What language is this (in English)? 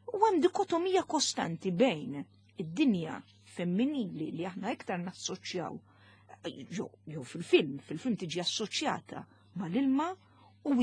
Maltese